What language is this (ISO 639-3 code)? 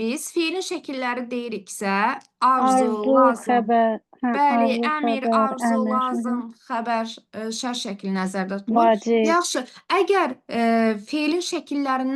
aze